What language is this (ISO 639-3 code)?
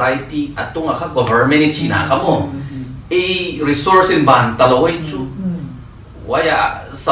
pck